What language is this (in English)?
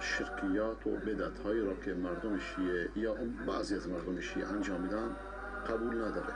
Persian